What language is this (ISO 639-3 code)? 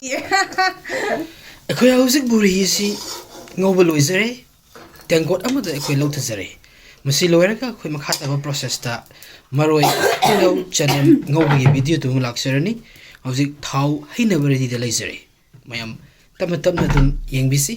mni